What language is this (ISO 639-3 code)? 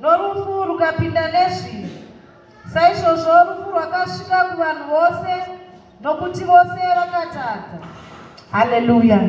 sna